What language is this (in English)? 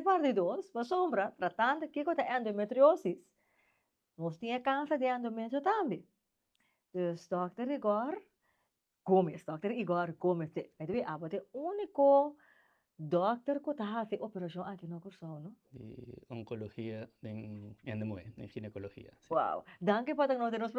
Papiamento